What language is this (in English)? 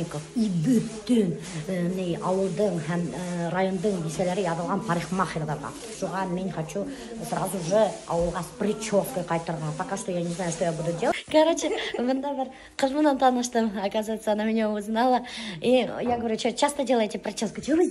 Bashkir